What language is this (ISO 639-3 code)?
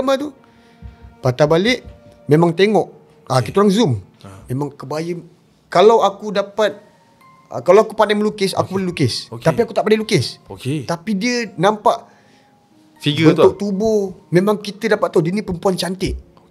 msa